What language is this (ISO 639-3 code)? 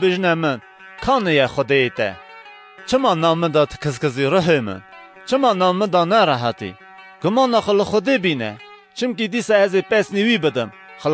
kur